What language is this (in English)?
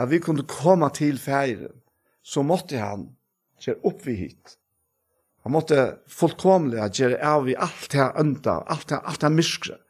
Faroese